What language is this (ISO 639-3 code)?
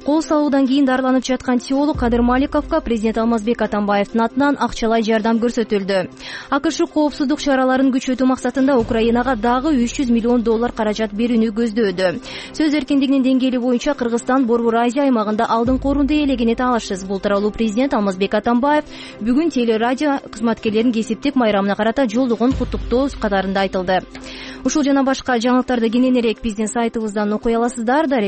kir